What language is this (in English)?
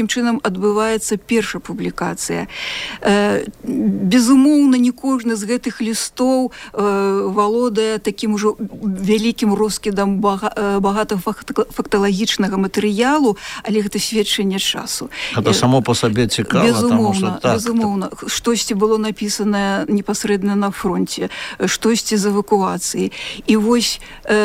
Belarusian